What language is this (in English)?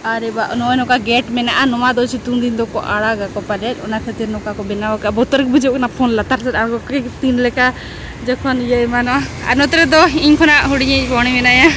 Santali